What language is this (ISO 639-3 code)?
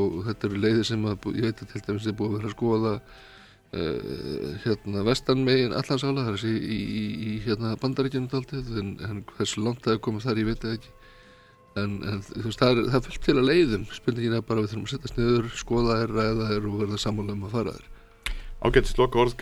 isl